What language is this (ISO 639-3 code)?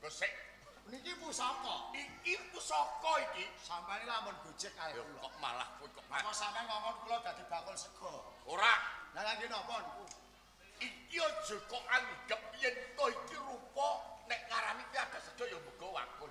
jav